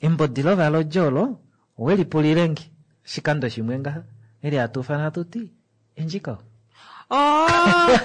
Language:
Kuanyama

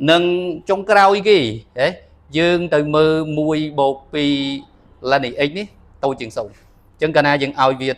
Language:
Khmer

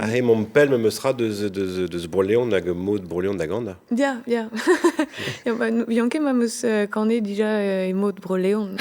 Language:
Breton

